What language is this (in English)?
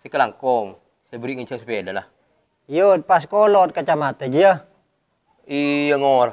Madurese